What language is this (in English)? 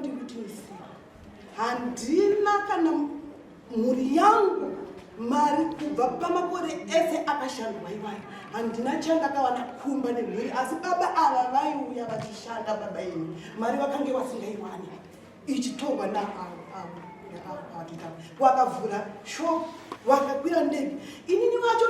Shona